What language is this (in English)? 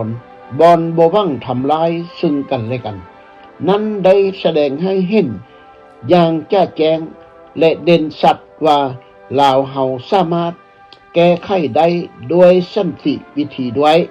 Lao